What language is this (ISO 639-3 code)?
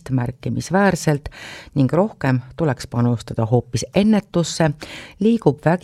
est